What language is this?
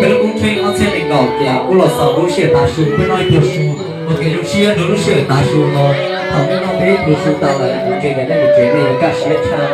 Hmong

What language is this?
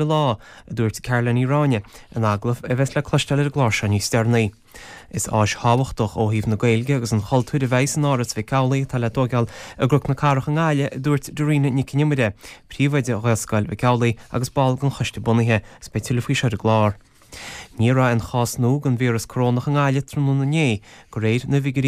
Irish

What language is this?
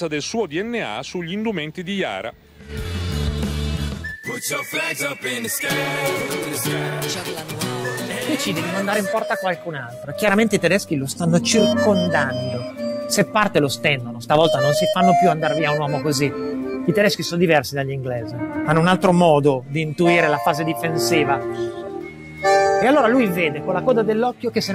Italian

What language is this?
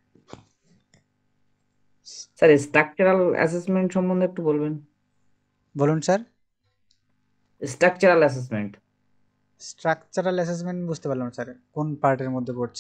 Bangla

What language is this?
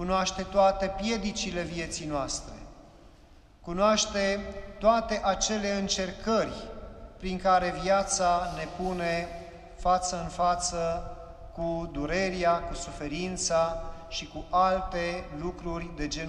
Romanian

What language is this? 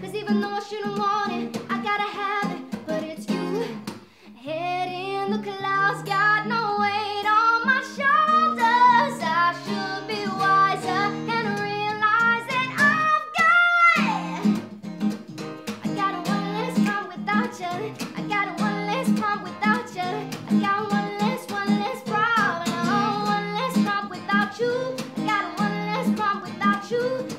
English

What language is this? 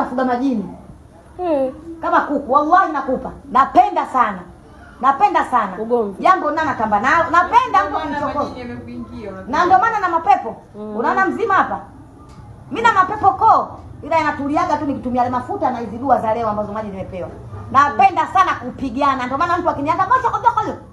Swahili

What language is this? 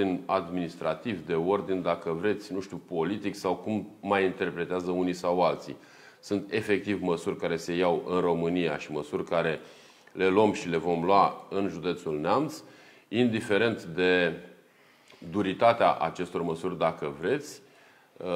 Romanian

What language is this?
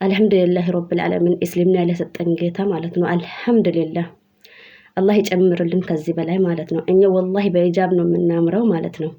Amharic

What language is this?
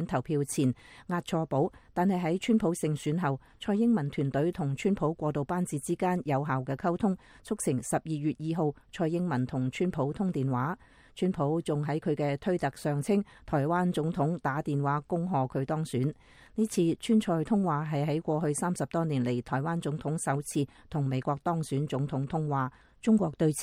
Cantonese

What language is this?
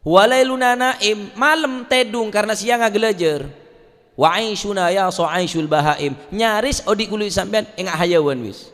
Madurese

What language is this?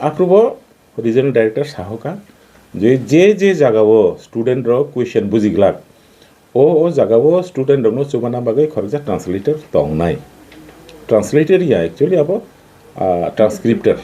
Kok Borok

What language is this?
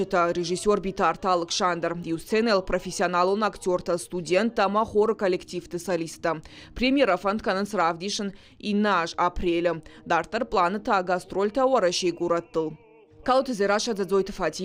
Ossetic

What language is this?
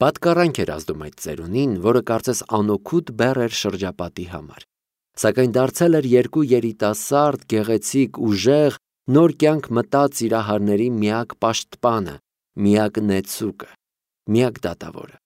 Armenian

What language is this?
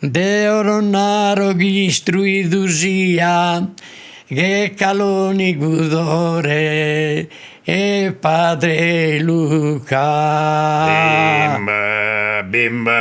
Sardinian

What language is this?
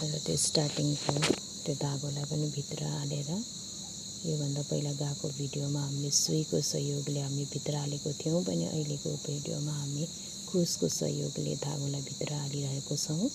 Nepali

